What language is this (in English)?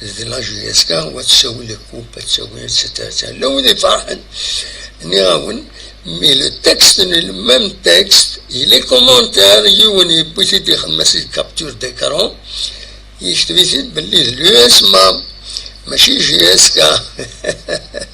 Kabyle